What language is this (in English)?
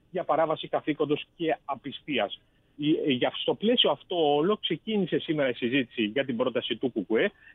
Greek